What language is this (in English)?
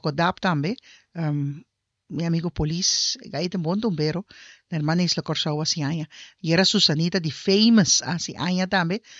Papiamento